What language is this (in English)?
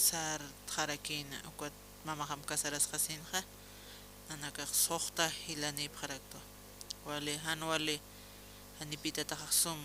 Aymara